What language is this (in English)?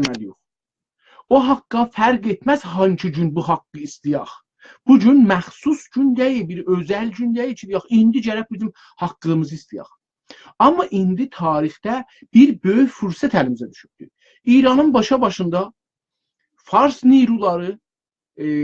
South Azerbaijani